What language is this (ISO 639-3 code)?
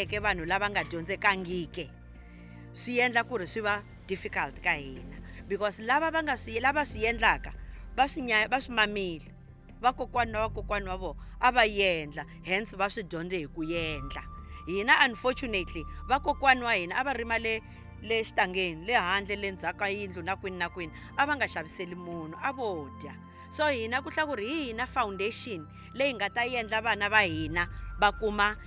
tso